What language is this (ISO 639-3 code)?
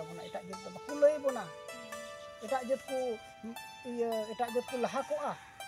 sat